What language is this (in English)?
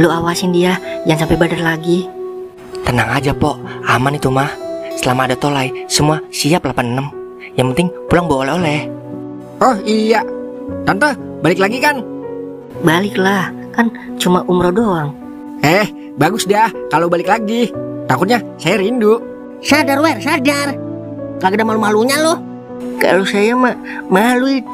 Betawi